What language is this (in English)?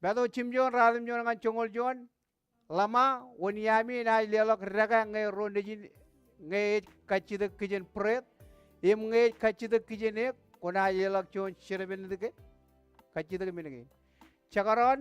Marshallese